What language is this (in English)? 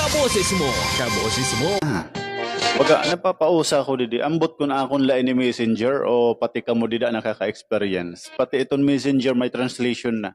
Waray